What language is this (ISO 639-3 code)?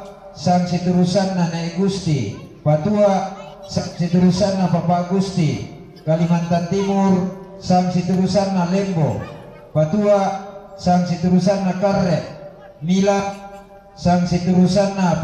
sda